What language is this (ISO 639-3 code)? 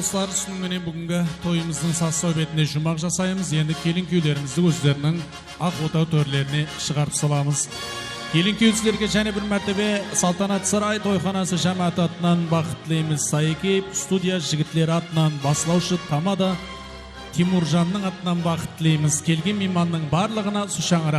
kaa